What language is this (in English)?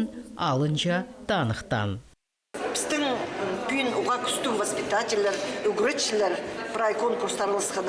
Khakas